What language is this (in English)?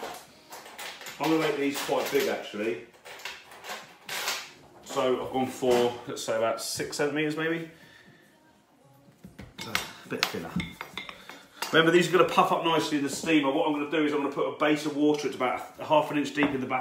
English